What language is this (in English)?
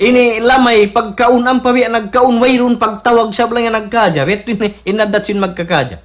Tausug